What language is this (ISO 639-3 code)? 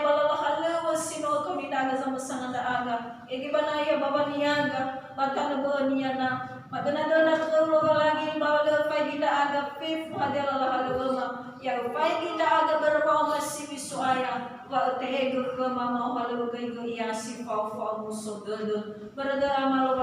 nia